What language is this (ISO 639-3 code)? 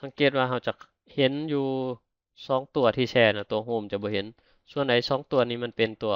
lao